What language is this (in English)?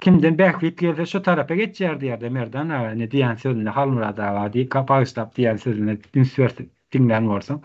Turkmen